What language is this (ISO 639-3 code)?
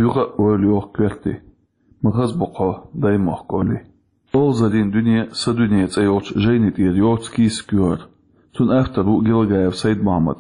che